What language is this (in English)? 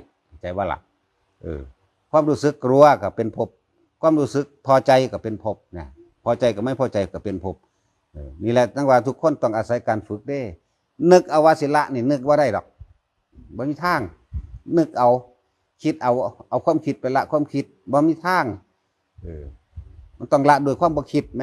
Northeastern Thai